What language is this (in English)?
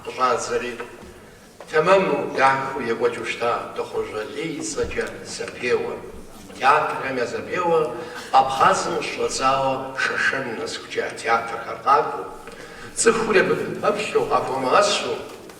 Kabardian